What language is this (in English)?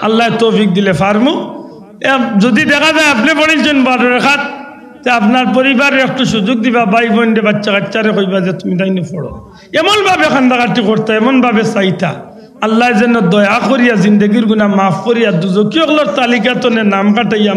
Sylheti